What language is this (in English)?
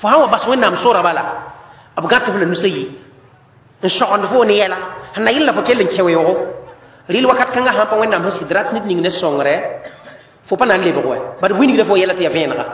Mossi